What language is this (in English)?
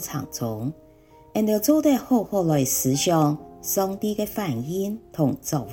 Hakka Chinese